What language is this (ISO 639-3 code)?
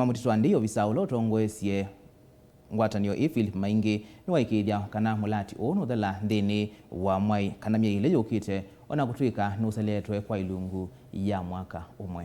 kam